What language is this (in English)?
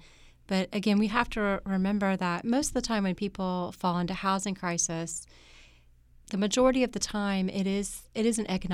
English